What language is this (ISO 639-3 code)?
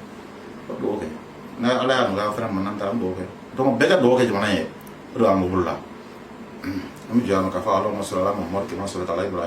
bam